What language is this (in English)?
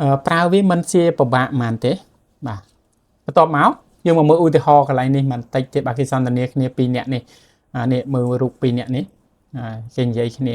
Khmer